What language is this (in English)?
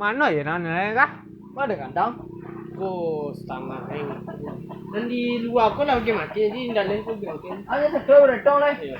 Minangkabau